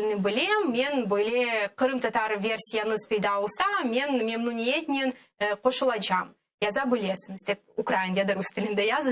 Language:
Crimean Tatar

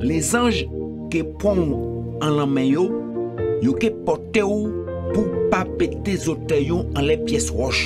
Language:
Guadeloupean Creole French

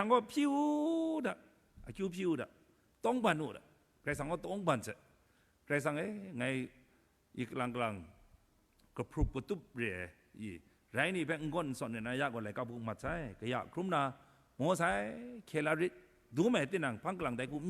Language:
Kachin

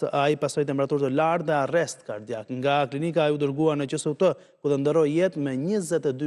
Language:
Albanian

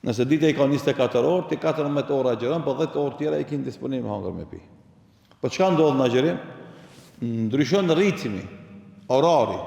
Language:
Albanian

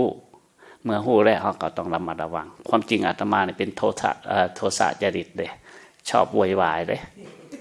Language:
Lao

